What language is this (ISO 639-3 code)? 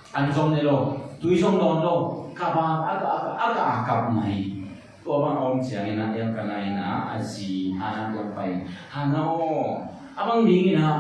ctd